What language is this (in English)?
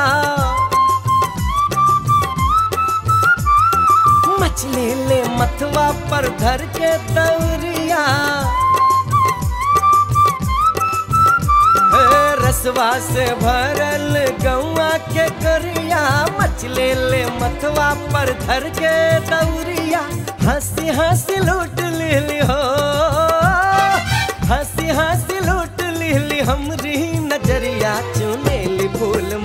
Bhojpuri